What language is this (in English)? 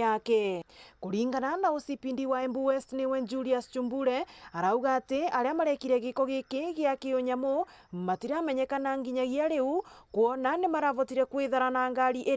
Meru